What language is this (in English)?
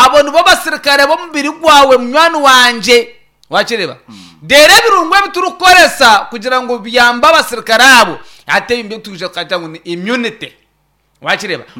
Nyankole